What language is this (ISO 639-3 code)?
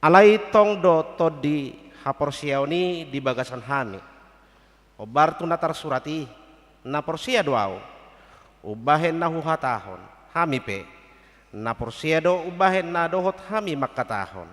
bbc